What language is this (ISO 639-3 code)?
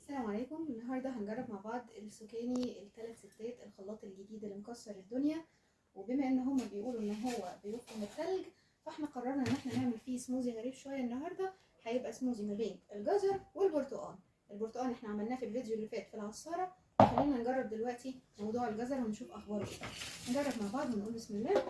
arz